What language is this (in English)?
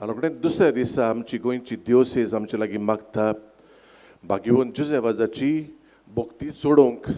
Konkani